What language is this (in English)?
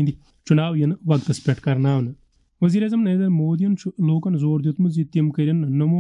Kashmiri